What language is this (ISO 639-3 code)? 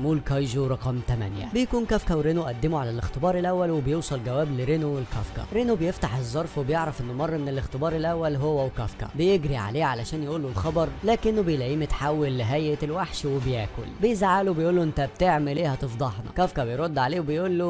arz